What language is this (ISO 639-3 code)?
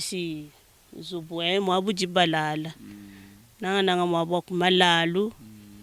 lua